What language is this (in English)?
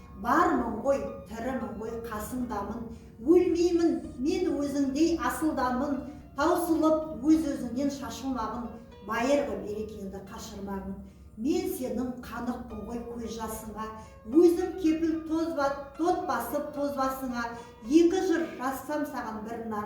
Kazakh